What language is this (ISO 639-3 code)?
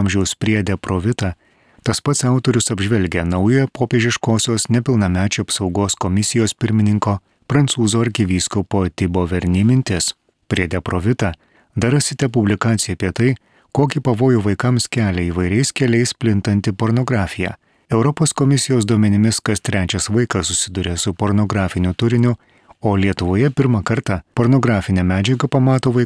lit